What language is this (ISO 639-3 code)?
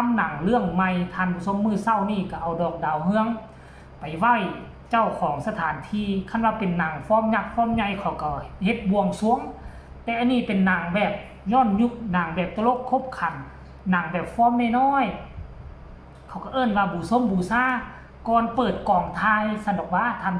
tts